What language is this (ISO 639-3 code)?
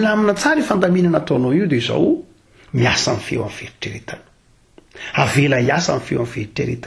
mlg